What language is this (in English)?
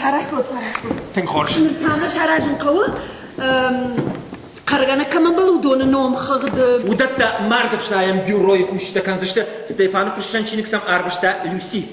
Ossetic